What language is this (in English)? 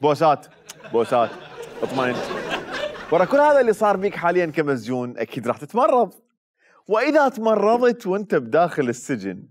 Mesopotamian Arabic